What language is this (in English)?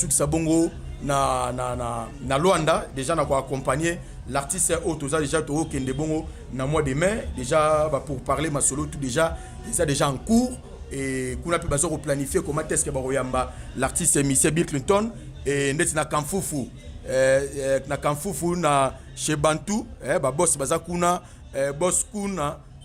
Lingala